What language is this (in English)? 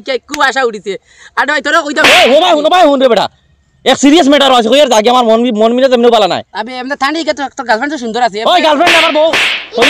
Sylheti